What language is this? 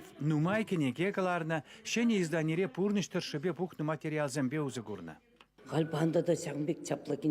Chuvash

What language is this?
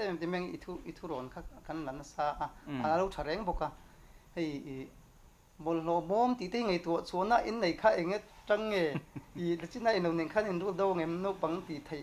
Mizo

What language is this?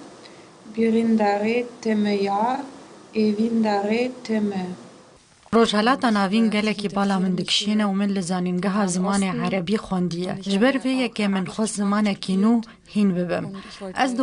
Kurdish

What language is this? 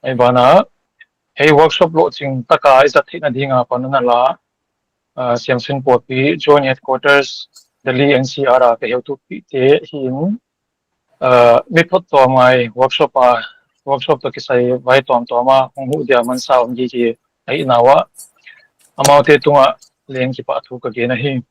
Paite Chin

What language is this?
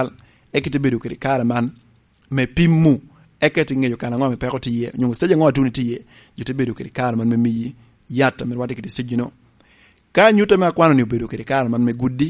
Lango (Uganda)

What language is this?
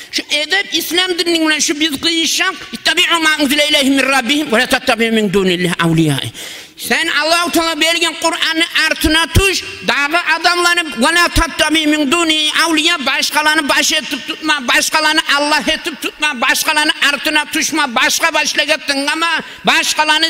Kumyk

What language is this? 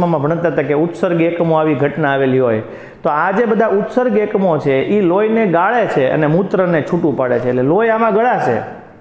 Gujarati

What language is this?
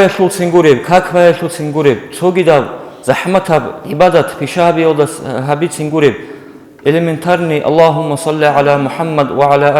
Avaric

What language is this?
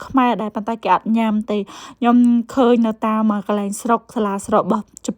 Khmer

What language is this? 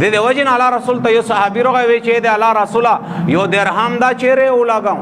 Pashto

